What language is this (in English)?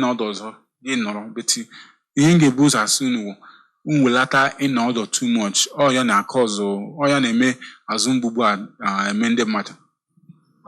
Igbo